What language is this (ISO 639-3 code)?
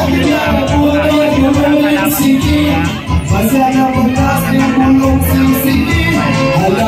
fil